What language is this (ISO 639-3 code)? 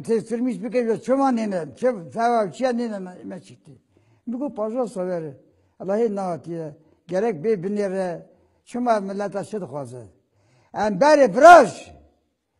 kur